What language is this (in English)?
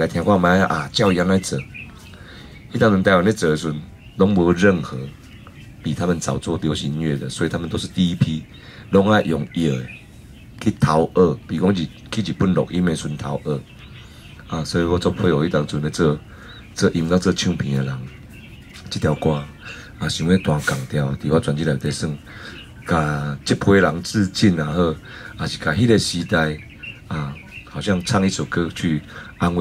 Min Nan Chinese